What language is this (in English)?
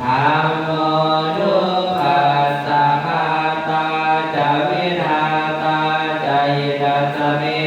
Pali